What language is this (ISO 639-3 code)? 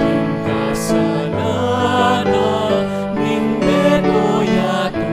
pam